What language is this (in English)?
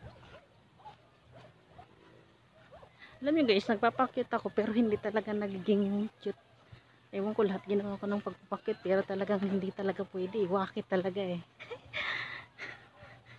Filipino